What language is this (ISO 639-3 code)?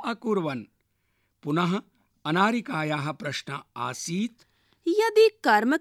san